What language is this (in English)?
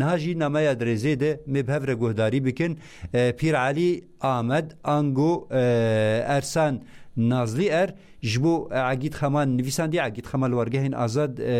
Kurdish